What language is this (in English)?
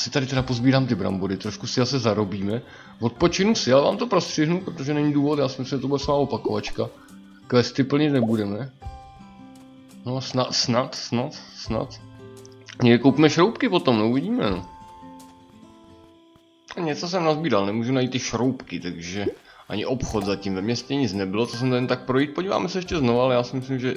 Czech